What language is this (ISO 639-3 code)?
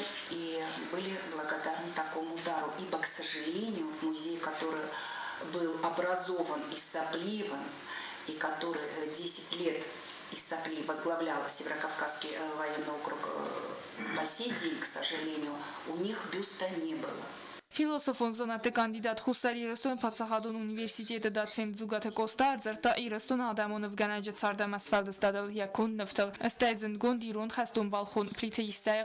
oss